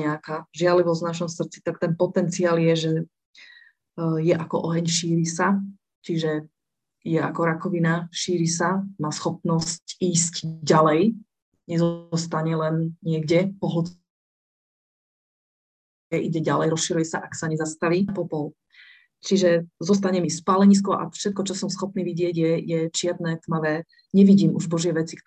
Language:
Slovak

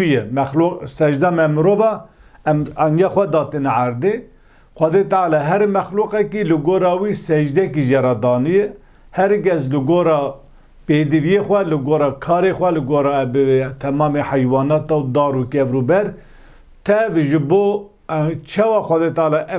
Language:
Kurdish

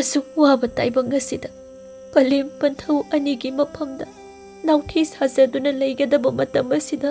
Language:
Manipuri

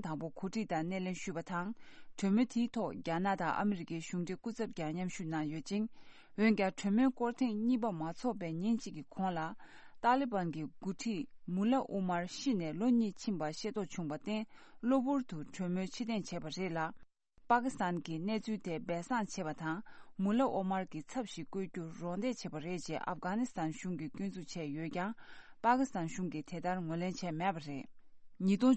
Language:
Tibetan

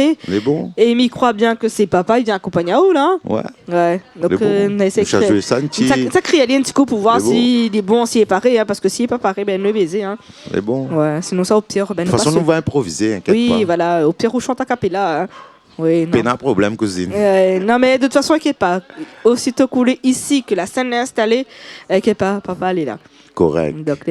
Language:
Réunion Creole French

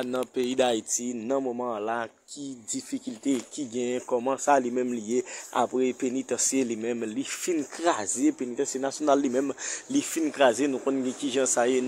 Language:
Haitian Creole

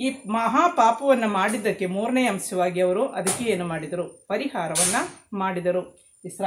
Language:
Kannada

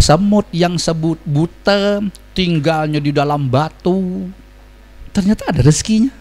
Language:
Banjar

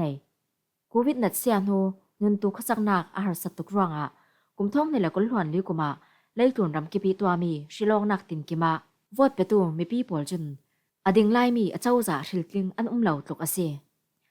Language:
Falam Chin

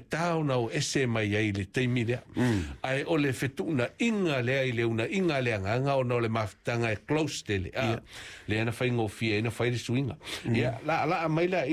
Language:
Samoan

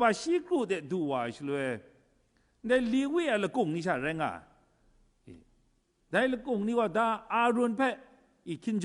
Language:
Kachin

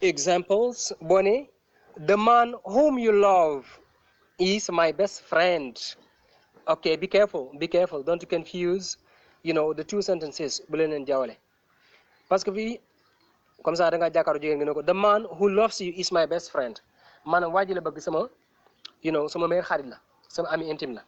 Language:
Wolof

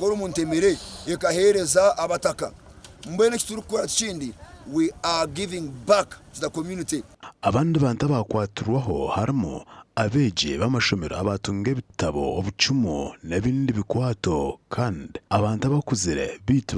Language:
Nyankole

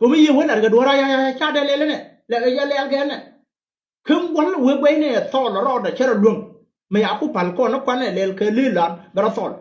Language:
Nuer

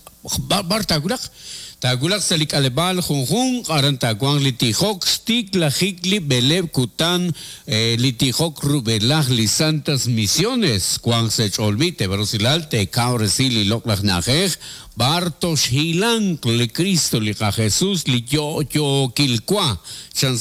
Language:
Kekchí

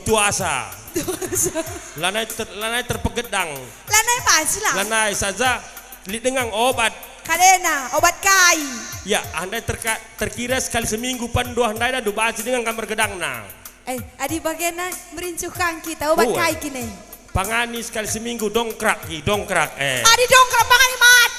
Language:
Batak Karo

